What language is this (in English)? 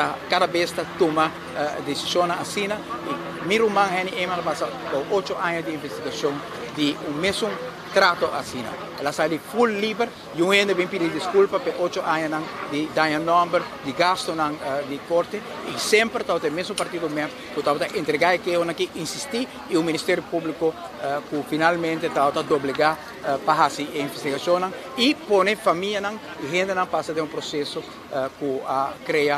Papiamento